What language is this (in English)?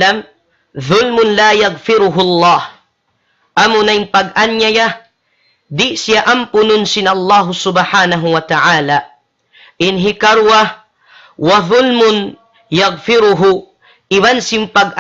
Tausug